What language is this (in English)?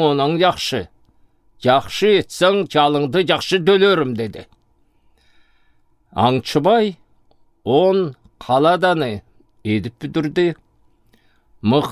Southern Altai